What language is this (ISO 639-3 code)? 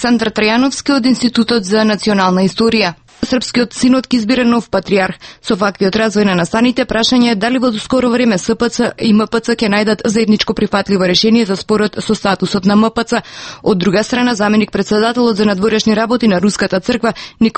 mkd